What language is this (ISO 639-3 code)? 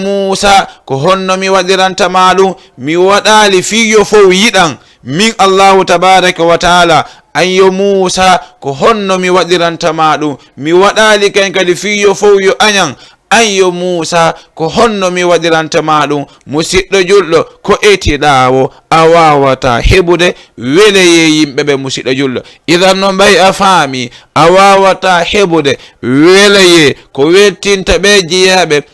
ful